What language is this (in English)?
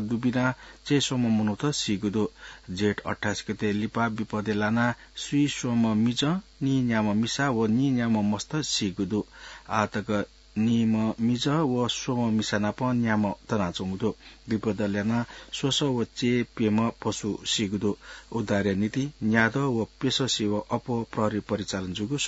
Newari